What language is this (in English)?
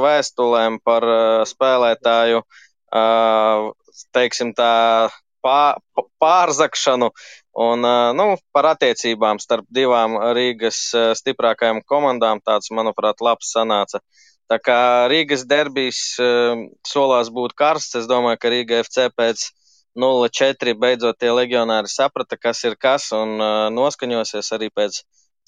Latvian